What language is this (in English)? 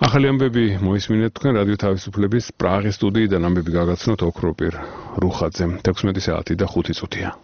Georgian